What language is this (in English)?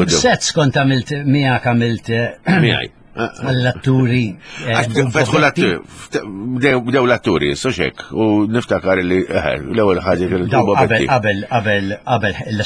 Maltese